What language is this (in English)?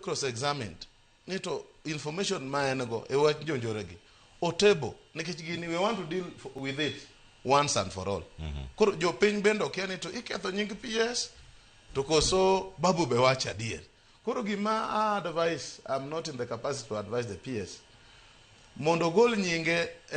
Luo (Kenya and Tanzania)